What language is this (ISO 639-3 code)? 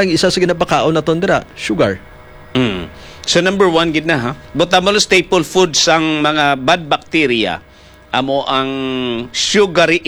hil